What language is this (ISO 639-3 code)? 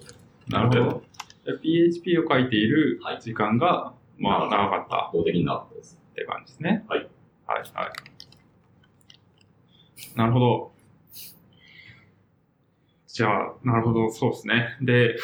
jpn